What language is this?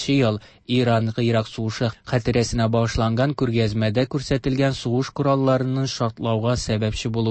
Tatar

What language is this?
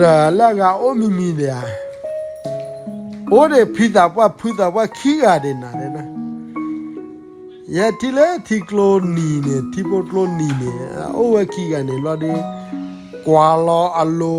S'gaw Karen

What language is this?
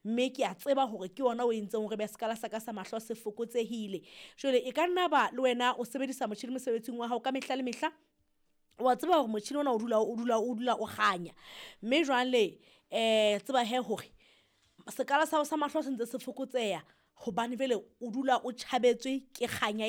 Southern Sotho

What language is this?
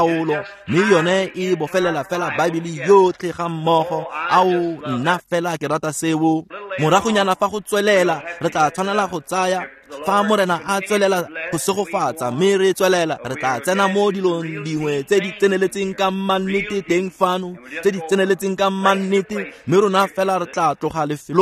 Tswana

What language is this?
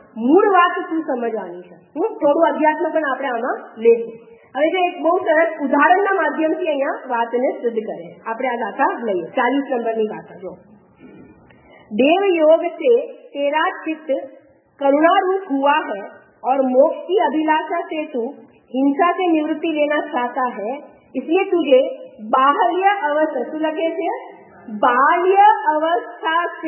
Gujarati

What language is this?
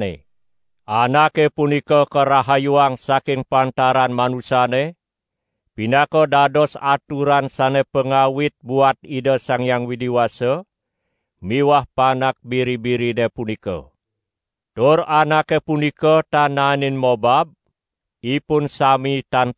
Balinese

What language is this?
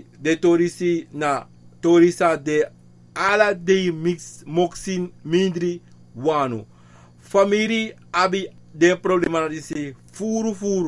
Sranan Tongo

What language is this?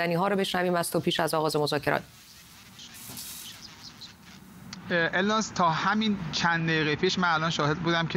Persian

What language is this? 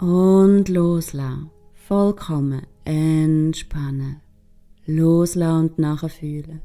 Swiss German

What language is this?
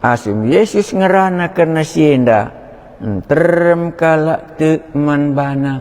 Batak Karo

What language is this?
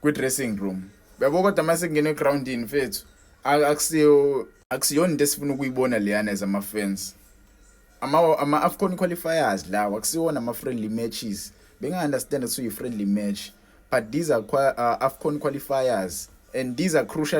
Zulu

